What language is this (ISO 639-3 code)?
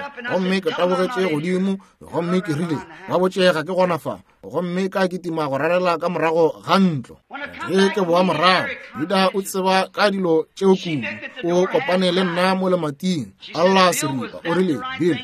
nso